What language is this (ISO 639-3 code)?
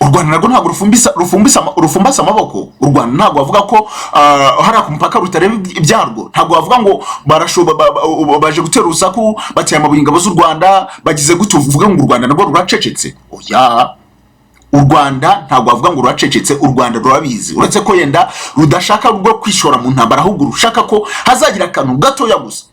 kin